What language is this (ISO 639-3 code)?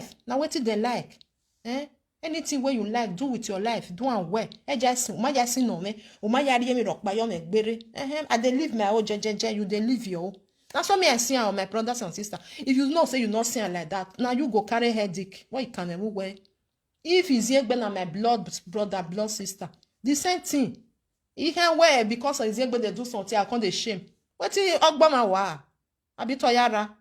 pcm